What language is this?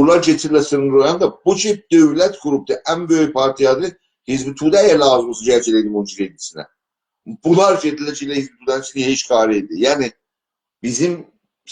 South Azerbaijani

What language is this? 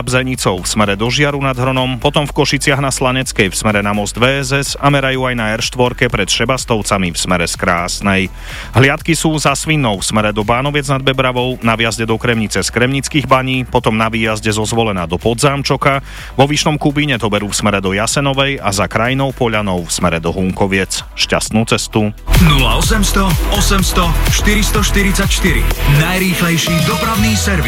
Slovak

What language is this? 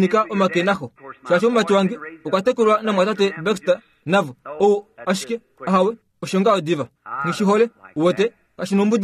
Kuanyama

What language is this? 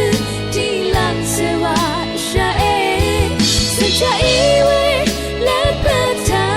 Rawang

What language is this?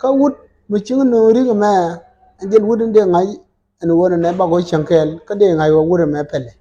Nuer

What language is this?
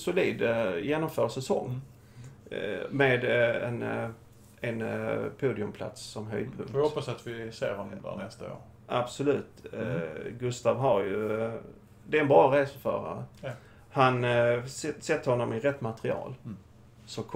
Swedish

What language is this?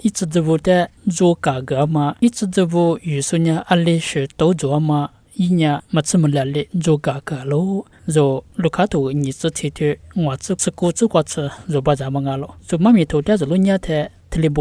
Lisu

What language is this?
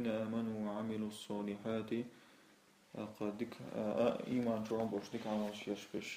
Chechen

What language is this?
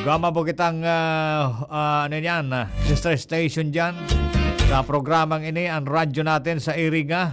Bikol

